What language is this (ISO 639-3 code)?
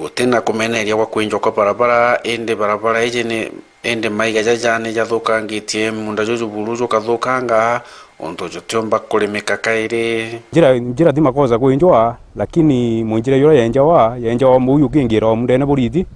mer